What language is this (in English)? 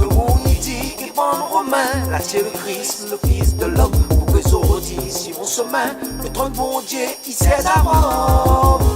Réunion Creole French